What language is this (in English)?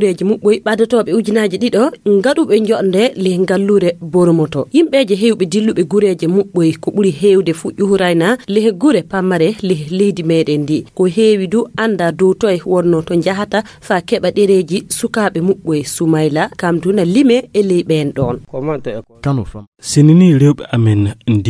Fula